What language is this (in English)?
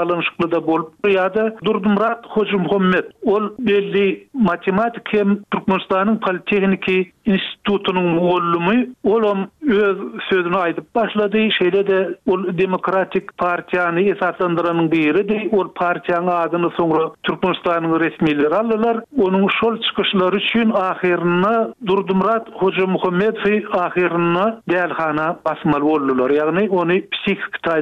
Turkmen